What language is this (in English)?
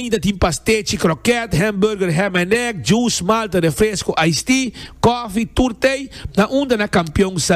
Papiamento